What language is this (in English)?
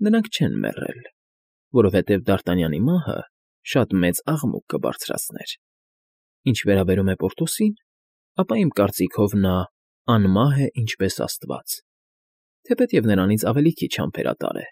Armenian